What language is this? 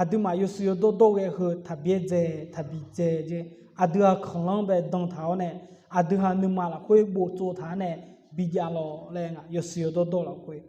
Akha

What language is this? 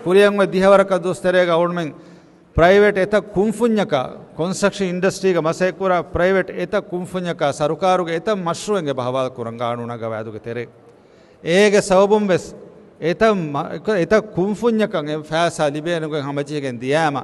Divehi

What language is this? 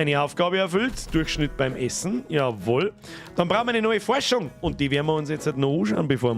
Bavarian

